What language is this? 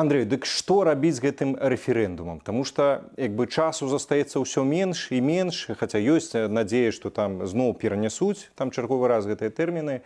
Belarusian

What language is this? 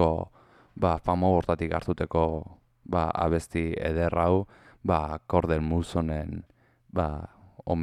Basque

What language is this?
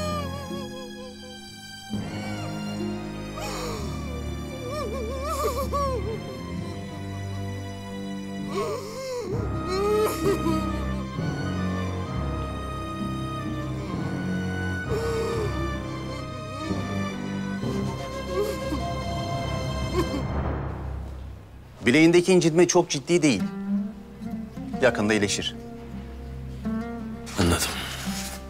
Turkish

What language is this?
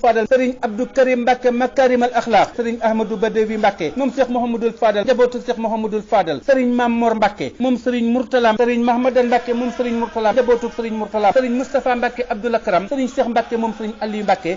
Wolof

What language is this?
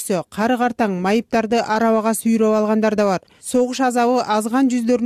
Kyrgyz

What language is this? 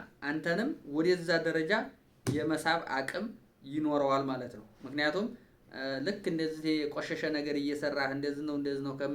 Amharic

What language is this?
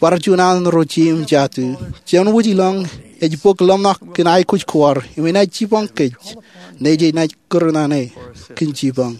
Marshallese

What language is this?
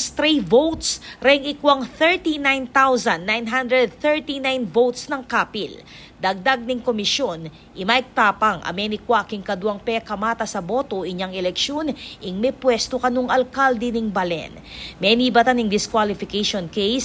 Pampanga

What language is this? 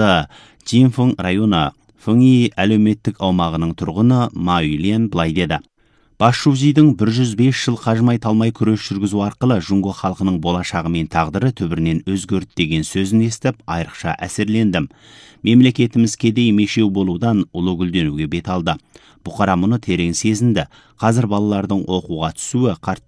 Kazakh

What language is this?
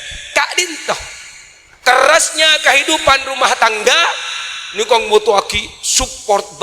Madurese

